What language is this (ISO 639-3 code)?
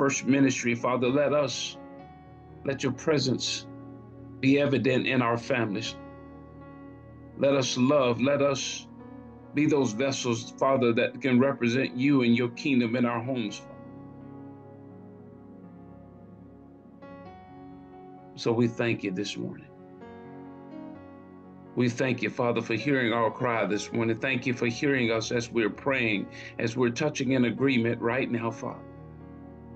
eng